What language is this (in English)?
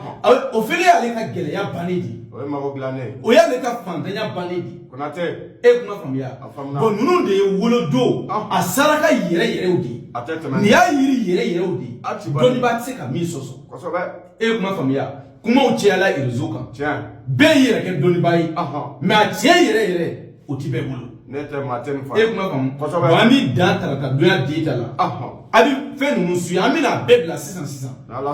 Bambara